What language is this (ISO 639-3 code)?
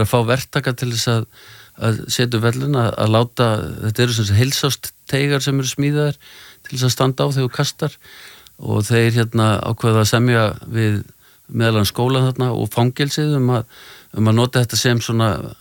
isl